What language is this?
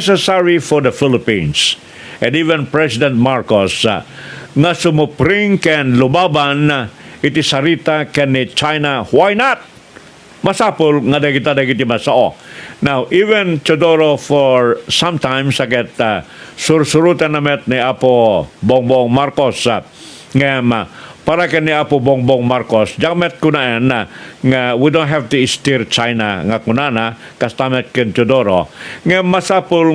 Iloko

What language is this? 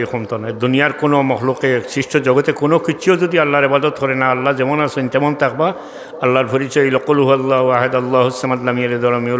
Sylheti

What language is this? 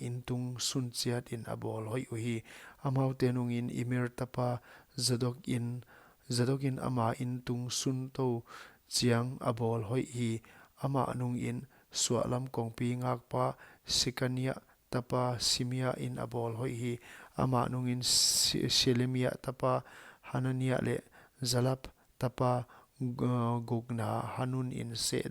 Paite Chin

